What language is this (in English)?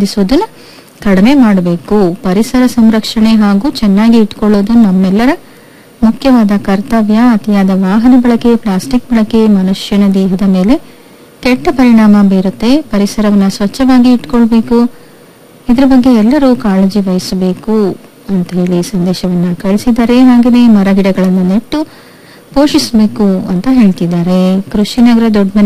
Kannada